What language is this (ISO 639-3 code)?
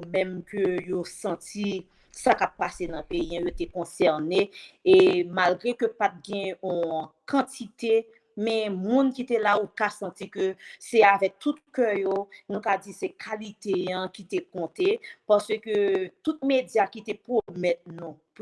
hat